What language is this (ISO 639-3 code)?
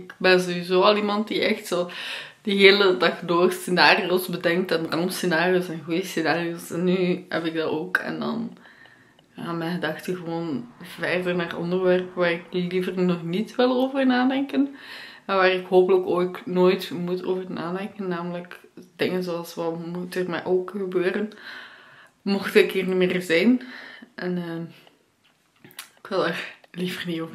nld